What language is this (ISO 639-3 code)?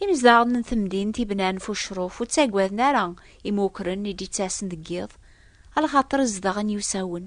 kab